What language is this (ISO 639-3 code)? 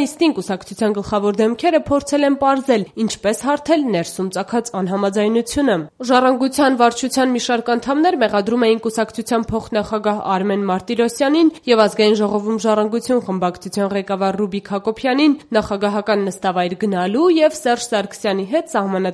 hye